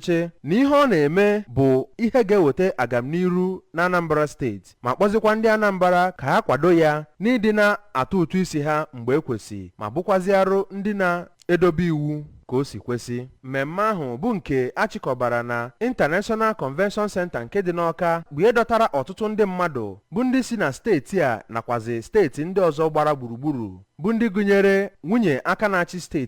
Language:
Igbo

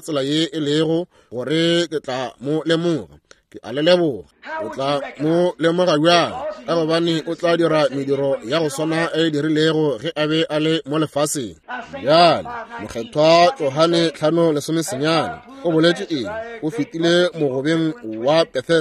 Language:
Northern Sotho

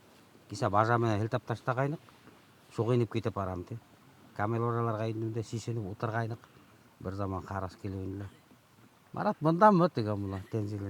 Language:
Bashkir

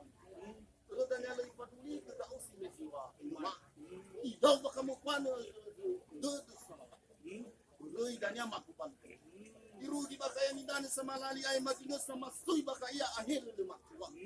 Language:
Nias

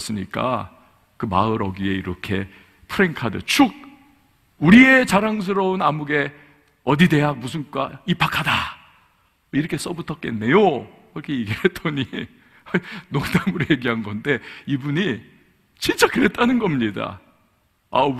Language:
Korean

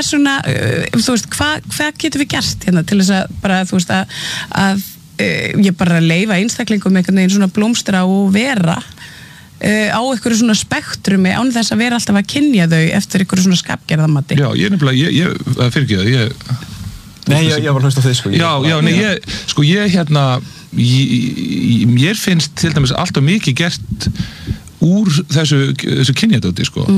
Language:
Icelandic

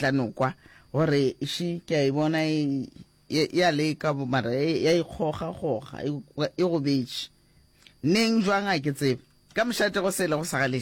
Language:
Northern Sotho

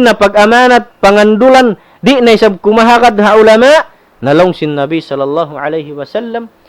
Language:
Tausug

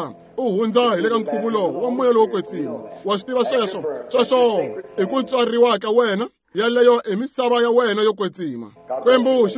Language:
Tsonga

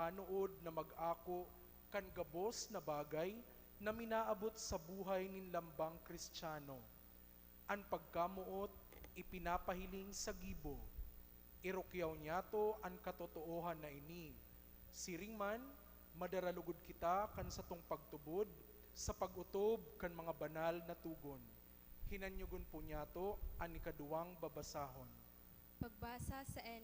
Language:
Bikol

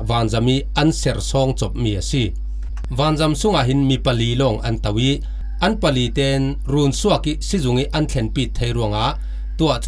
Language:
Falam Chin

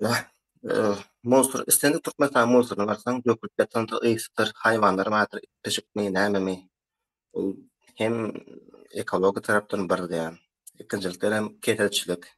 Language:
Turkmen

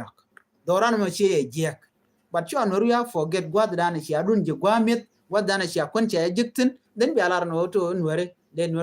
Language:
Nuer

